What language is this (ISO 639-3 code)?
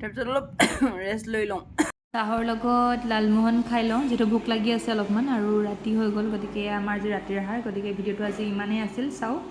asm